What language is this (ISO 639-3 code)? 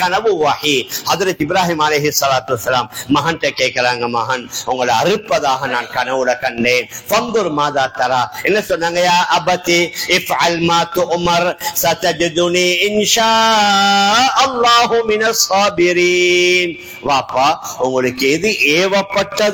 tam